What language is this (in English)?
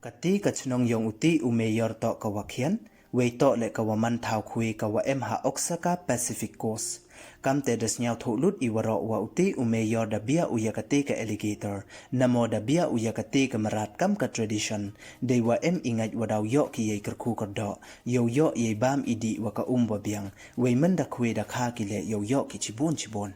Pnar